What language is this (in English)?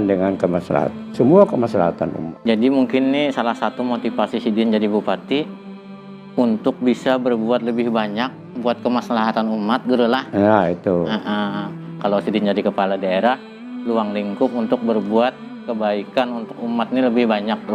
Banjar